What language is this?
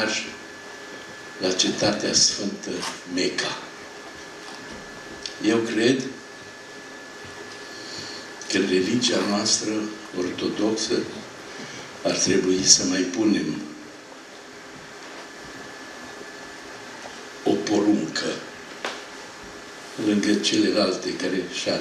Romanian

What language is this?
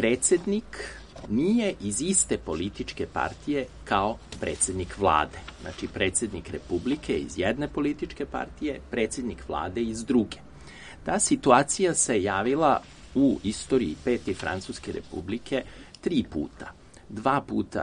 Serbian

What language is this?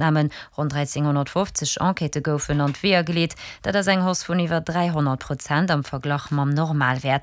Luxembourgish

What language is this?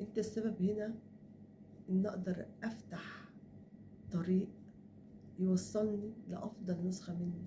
Egyptian Arabic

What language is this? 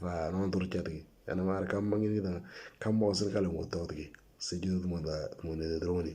Moro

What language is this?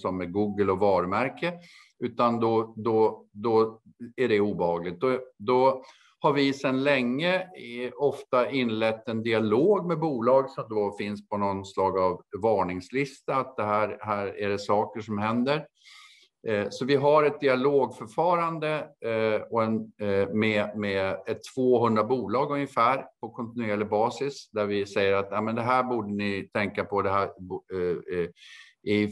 Swedish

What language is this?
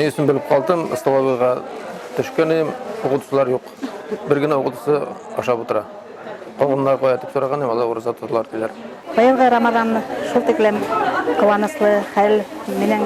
Bashkir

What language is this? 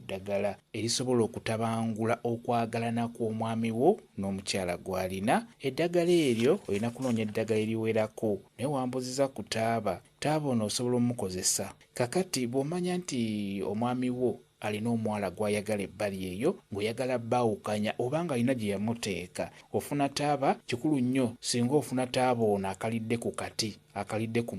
Ganda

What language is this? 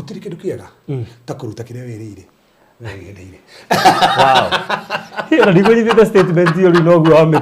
Kikuyu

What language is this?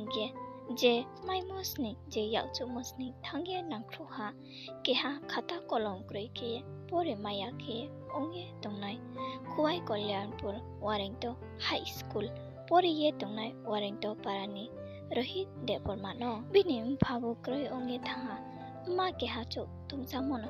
Riang (India)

